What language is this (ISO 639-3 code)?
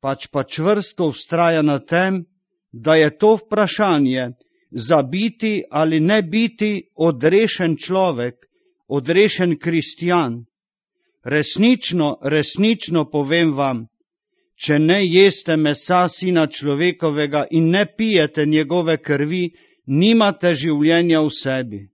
slv